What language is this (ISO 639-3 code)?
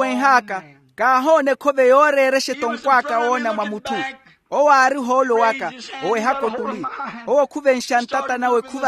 vmw